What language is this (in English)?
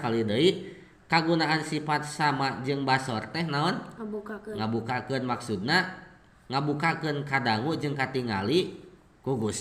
Sundanese